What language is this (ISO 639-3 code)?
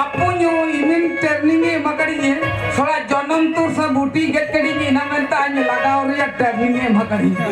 sat